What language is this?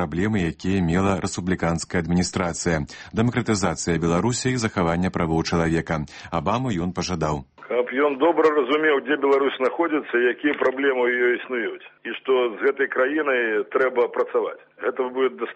Belarusian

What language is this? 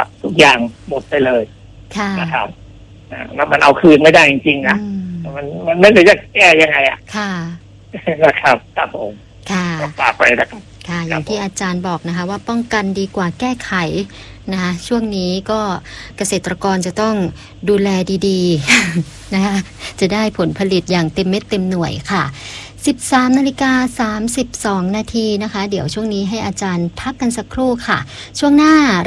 Thai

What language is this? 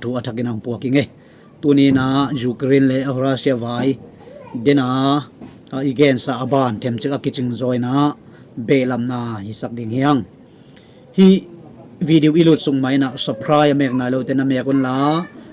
Tedim Chin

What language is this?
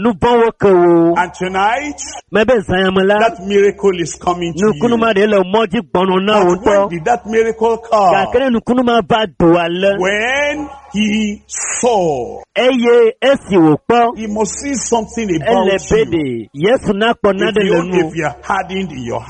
Ewe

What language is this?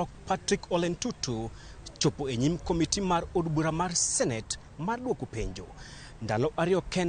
Luo (Kenya and Tanzania)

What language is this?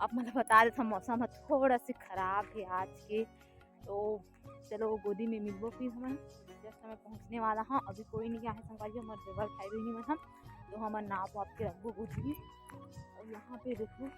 Chhattisgarhi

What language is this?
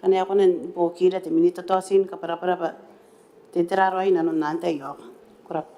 Gilbertese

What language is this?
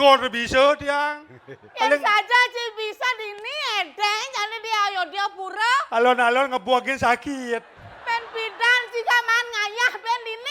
Balinese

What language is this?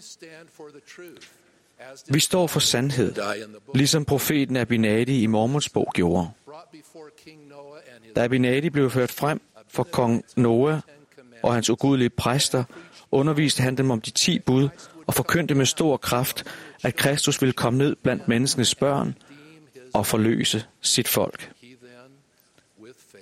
Danish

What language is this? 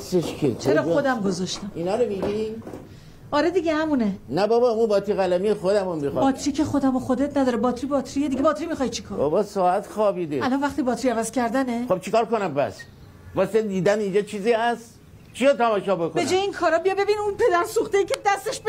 Persian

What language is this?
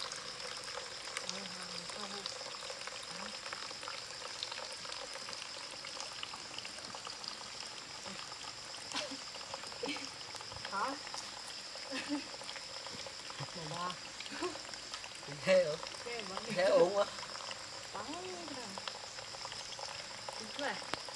Vietnamese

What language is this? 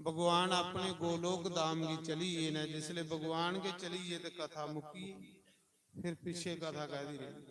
Dogri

